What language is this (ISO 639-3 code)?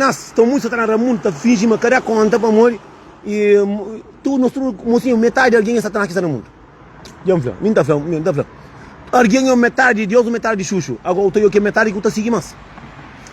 kea